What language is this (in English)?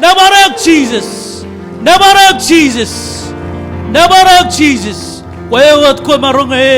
Marshallese